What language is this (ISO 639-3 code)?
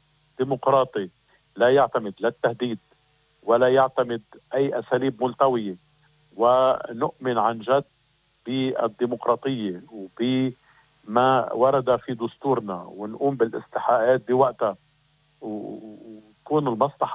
apc